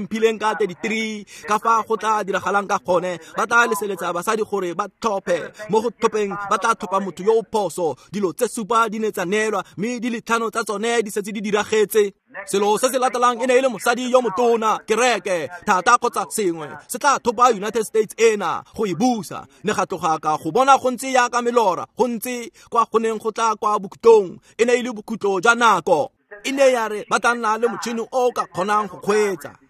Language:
Tswana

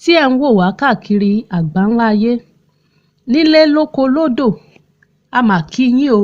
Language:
Yoruba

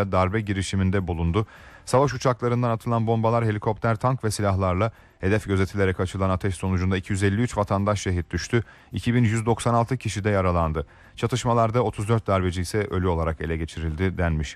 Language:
Turkish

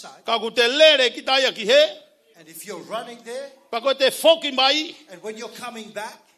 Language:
Tongan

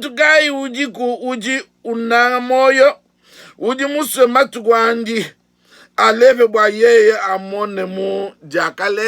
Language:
Luba-Lulua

